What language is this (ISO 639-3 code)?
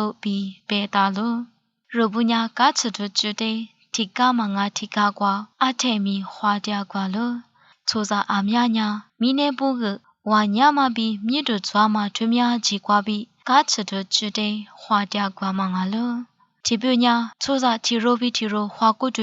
lis